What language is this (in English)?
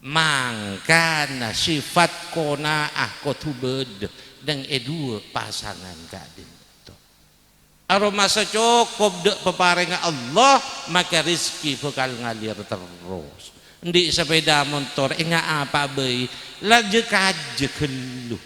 Madurese